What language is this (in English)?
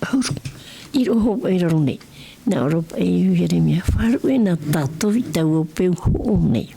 Tahitian